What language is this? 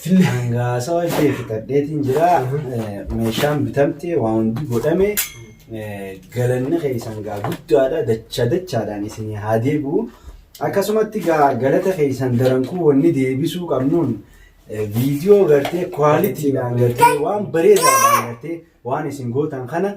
Oromo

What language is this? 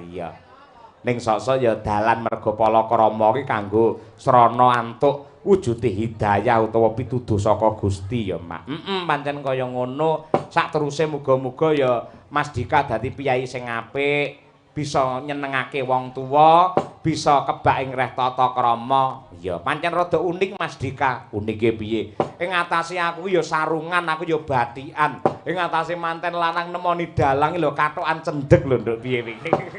Javanese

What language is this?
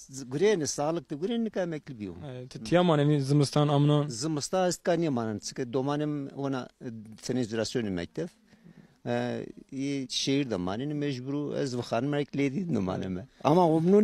Zaza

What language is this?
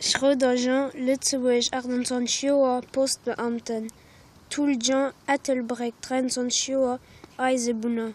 Luxembourgish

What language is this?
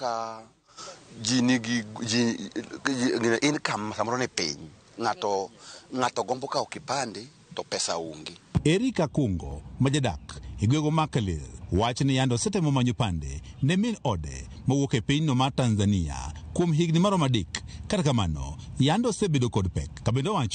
Luo (Kenya and Tanzania)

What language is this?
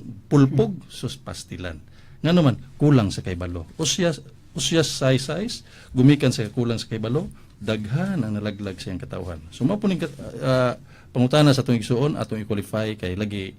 Cebuano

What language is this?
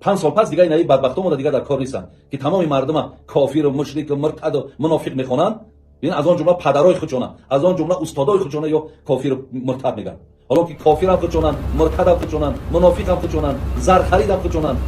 Tajik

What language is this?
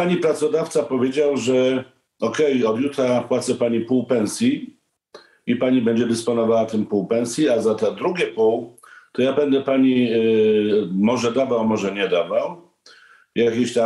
Polish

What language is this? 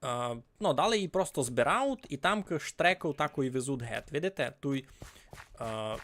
Rusyn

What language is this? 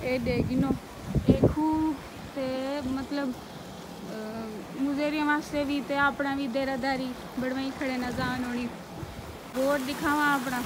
Saraiki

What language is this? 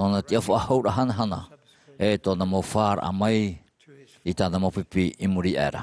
Tahitian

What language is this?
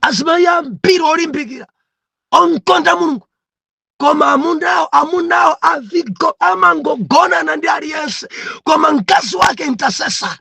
Nyanja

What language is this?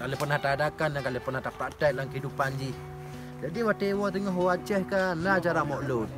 Achinese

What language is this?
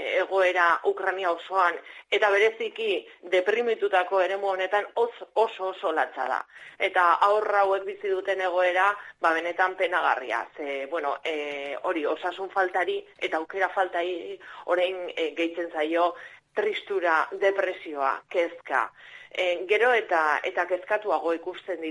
Basque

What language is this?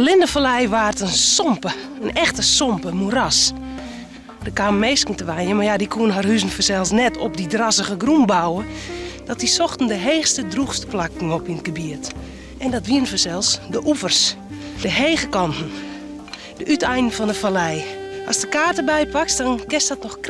Western Frisian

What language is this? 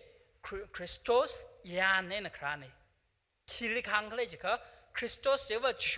Tangkhul Naga (India)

